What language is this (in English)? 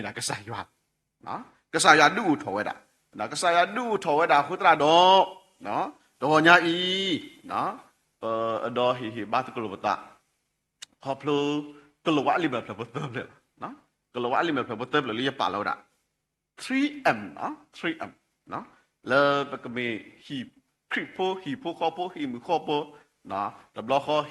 S'gaw Karen